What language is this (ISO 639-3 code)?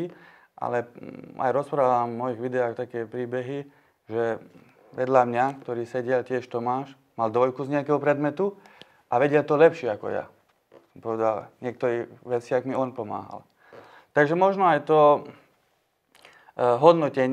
slk